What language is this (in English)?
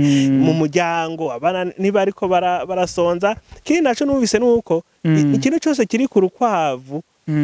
Rundi